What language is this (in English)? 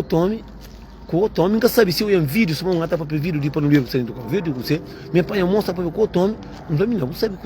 Kabuverdianu